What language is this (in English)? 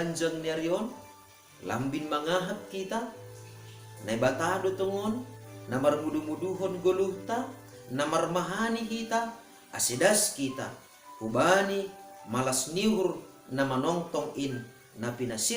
Batak Simalungun